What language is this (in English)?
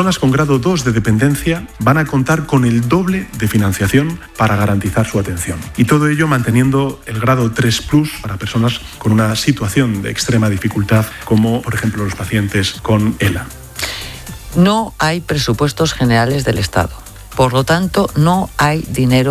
Spanish